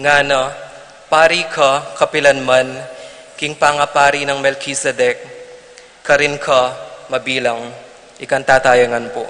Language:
Pampanga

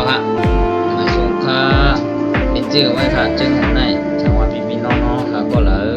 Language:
Shan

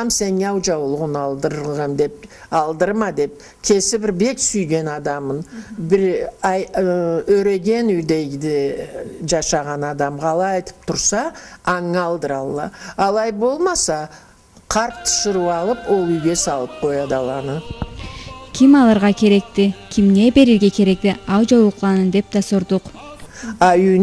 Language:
Karachay-Balkar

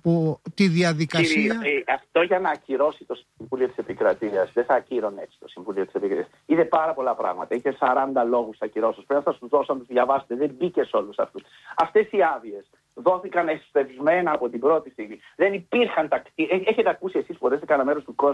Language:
Greek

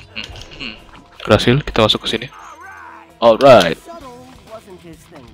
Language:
Indonesian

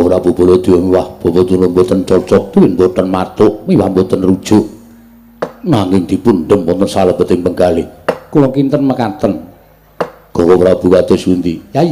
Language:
Javanese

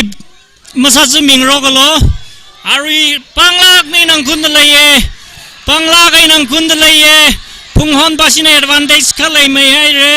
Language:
Tangkhul Naga (India)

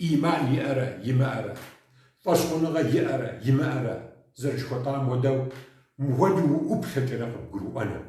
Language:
Kabardian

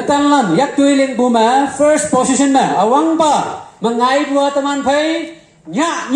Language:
Konyak Naga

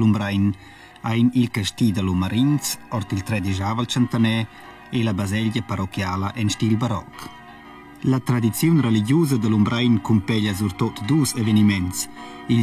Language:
Romansh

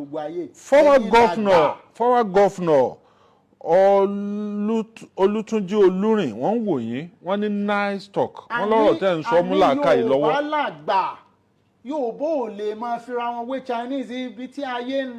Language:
Yoruba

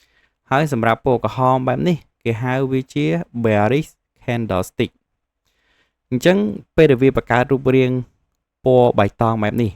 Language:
Khmer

